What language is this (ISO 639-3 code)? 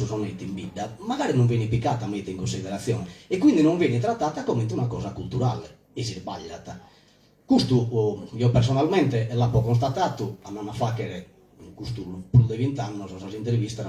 srd